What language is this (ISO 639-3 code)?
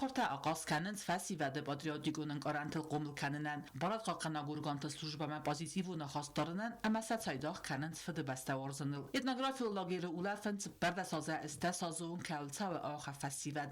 oss